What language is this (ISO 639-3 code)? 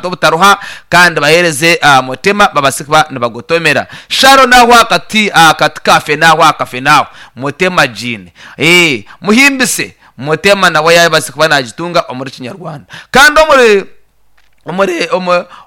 nyn